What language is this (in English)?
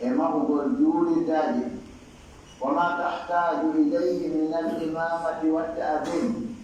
Pular